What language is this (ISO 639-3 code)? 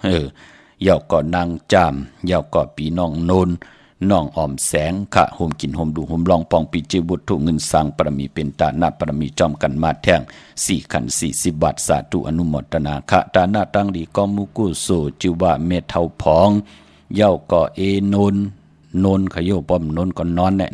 shn